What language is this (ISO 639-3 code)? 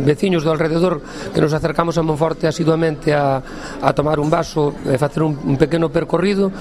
glg